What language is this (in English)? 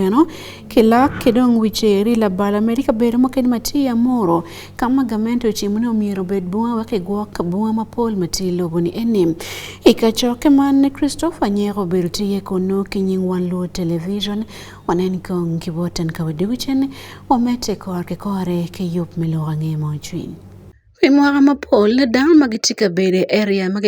Acoli